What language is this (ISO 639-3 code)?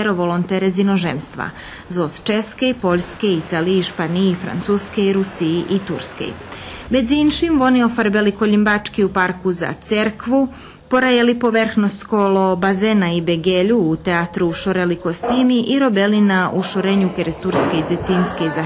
rue